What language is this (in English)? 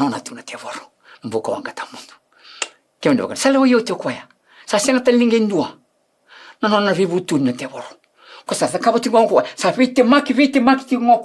Fijian